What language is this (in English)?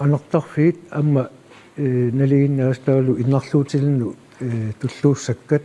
Kalaallisut